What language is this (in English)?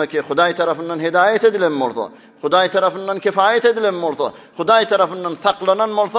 Turkmen